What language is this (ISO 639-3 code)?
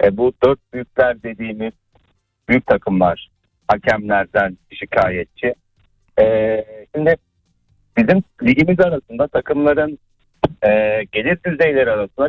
tur